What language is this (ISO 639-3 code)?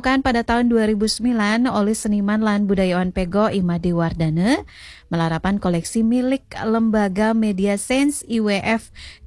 ban